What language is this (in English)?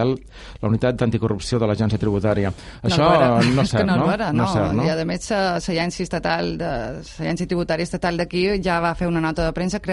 Catalan